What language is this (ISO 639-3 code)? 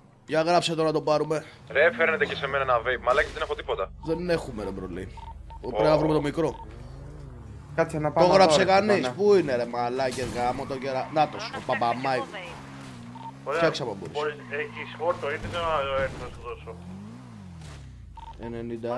ell